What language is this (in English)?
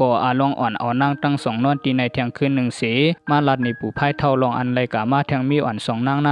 Shan